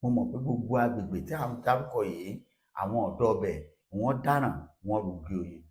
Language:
Yoruba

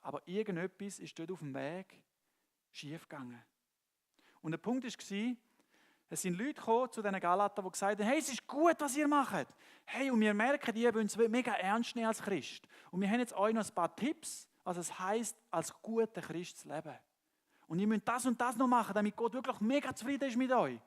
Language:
Swiss German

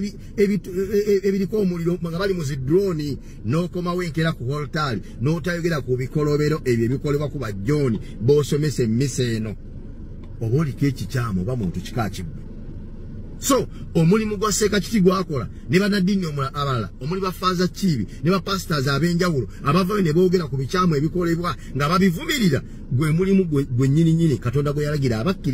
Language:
Ganda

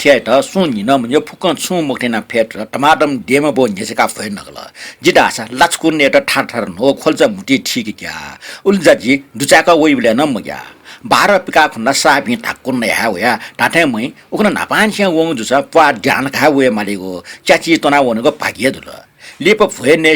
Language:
Newari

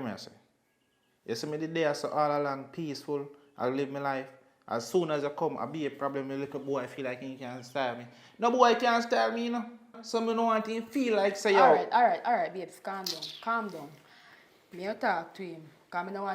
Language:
Jamaican Creole English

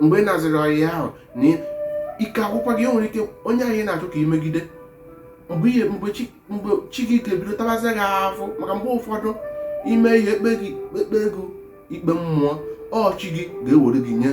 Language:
Igbo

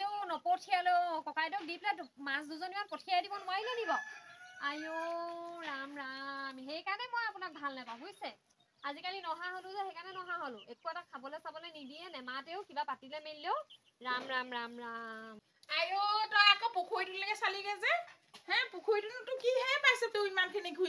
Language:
Assamese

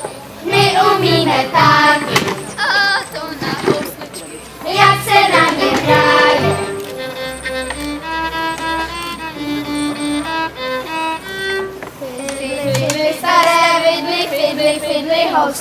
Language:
Czech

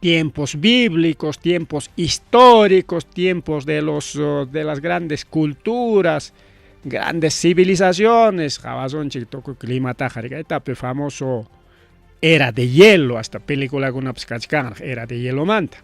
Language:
Ayacucho Quechua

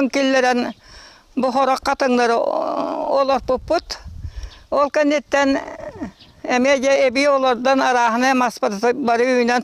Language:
Yakut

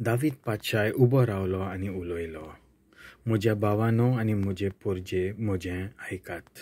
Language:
Konkani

